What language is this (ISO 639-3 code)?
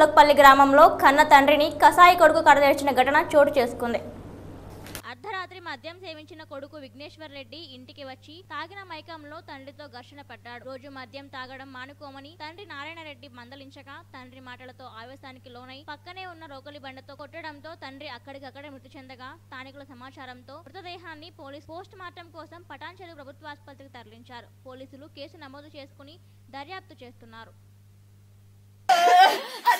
tel